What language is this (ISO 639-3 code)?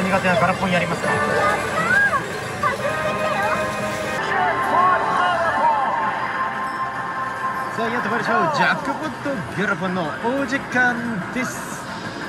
jpn